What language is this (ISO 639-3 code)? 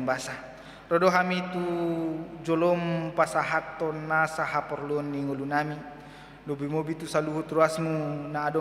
bbc